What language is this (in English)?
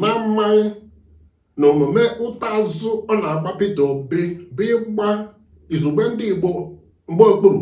Igbo